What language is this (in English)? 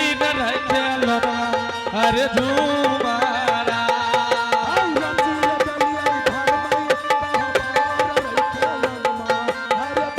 Angika